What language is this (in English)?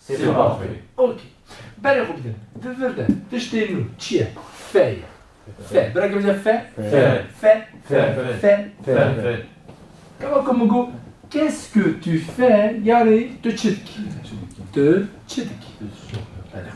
Kurdish